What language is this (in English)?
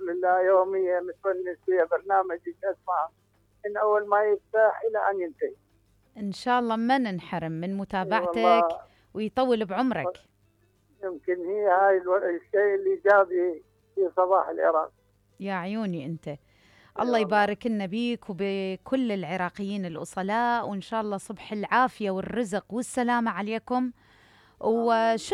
Mesopotamian Arabic